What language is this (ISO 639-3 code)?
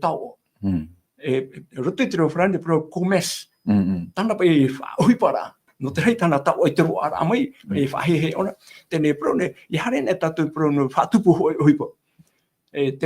tah